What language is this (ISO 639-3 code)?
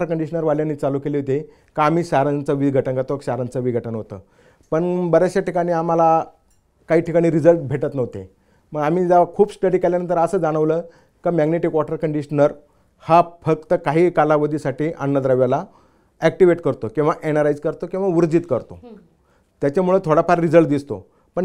mar